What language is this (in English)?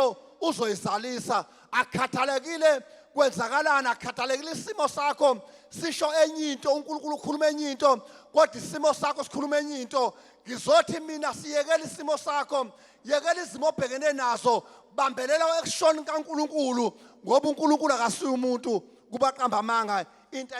Zulu